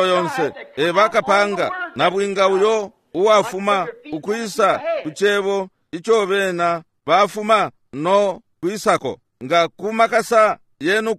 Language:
Bemba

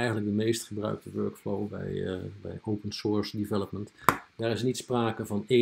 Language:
Dutch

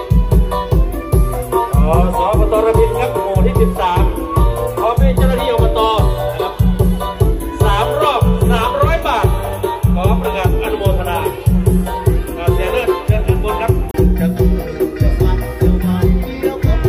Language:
Thai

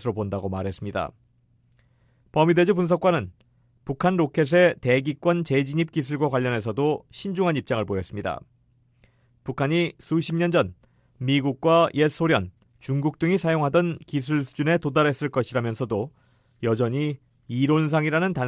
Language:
Korean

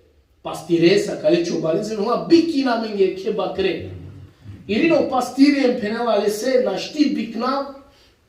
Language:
Balkan Romani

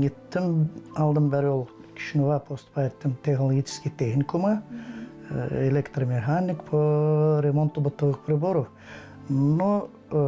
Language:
Gagauz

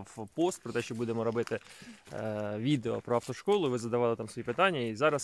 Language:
Ukrainian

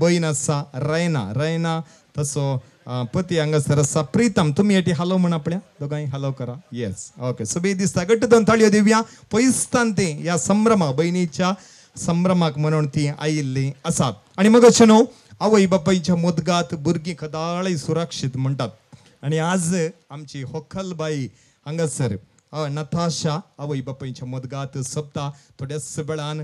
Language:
Konkani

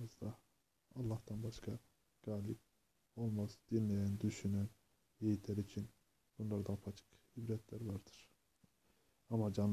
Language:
Turkish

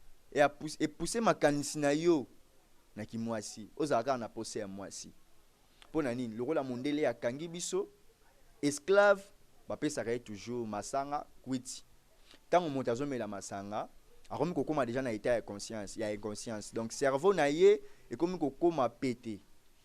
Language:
Lingala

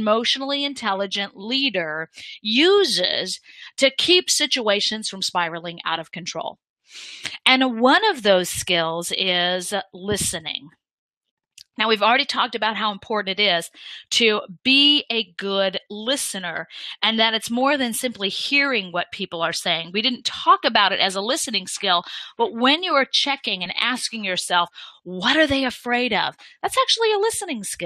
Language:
English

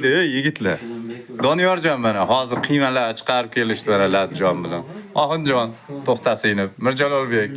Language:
Uzbek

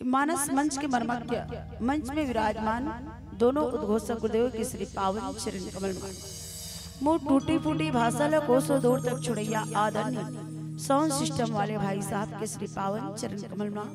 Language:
Chhattisgarhi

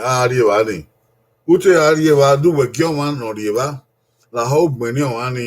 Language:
Bini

